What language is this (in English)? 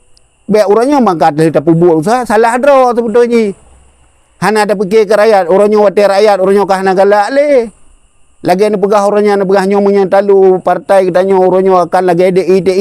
Achinese